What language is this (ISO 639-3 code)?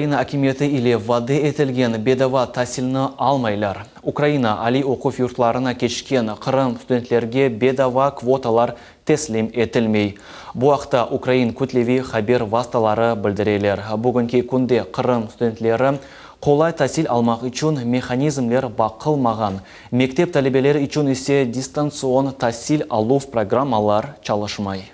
crh